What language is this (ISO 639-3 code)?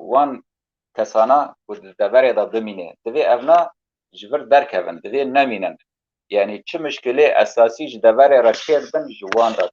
kur